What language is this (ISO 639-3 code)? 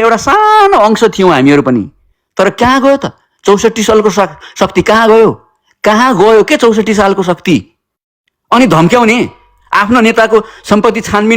nep